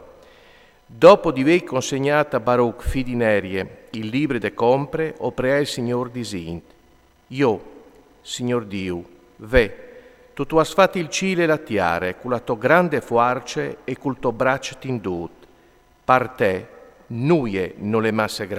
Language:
Friulian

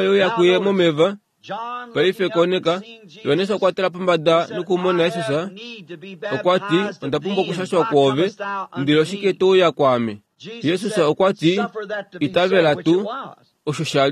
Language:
Kuanyama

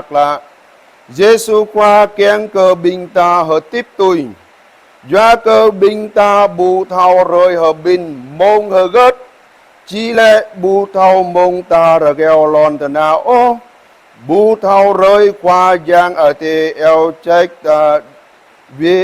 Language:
Jarai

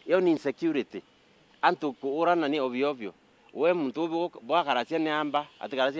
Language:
Meru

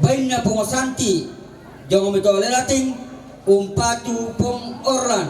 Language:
Toraja-Sa'dan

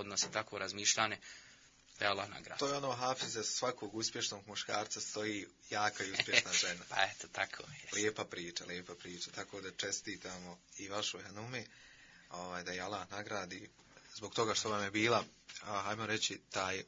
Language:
Bosnian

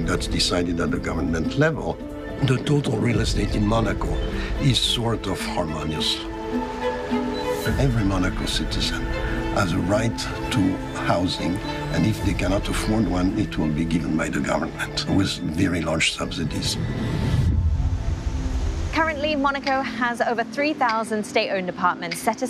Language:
English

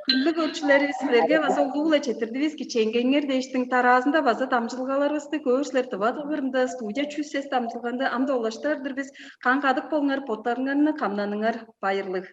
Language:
Tuvinian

